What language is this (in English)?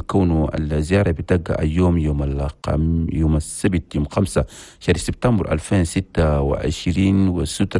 Chadian Arabic